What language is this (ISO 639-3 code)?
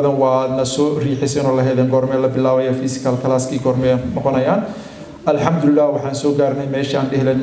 som